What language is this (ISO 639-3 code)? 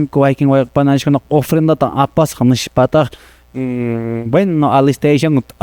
que